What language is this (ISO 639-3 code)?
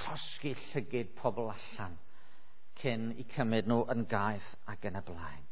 cym